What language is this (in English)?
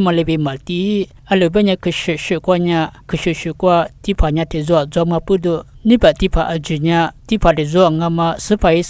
Lisu